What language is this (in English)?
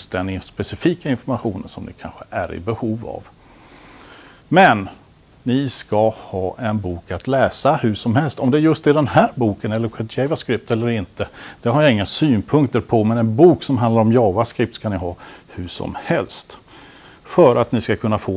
Swedish